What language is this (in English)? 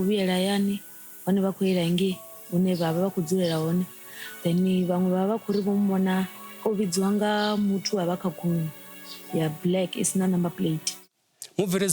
Venda